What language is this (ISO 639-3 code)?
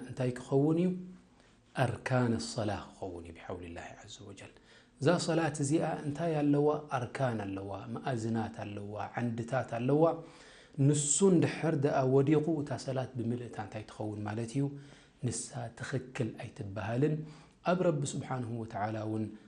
tir